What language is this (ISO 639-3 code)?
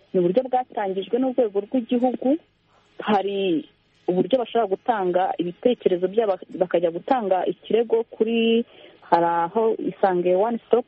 kin